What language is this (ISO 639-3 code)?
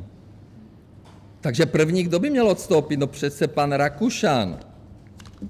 ces